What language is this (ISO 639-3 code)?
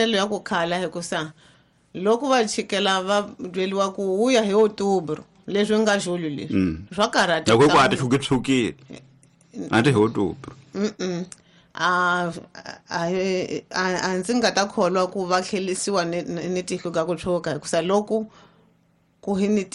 tso